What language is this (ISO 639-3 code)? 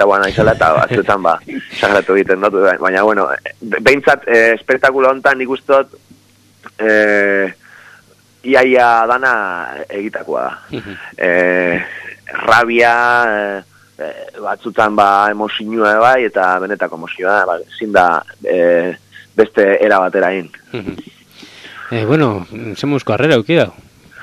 eus